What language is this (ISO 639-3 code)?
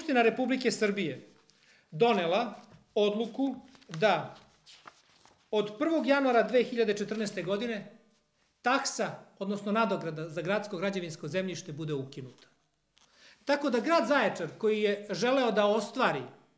srp